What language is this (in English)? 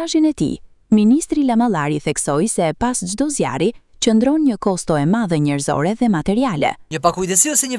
Albanian